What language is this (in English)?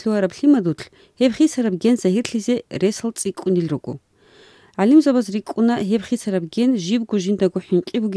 Avaric